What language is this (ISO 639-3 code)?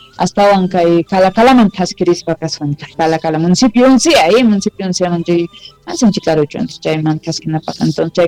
quh